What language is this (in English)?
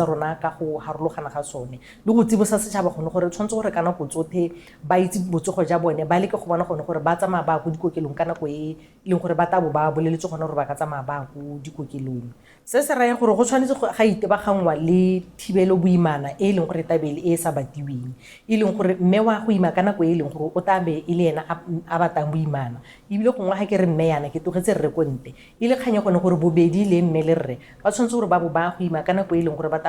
Tswana